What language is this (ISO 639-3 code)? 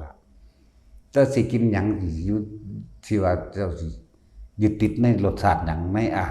tts